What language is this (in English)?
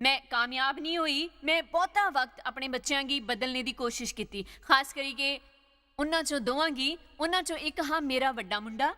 Dogri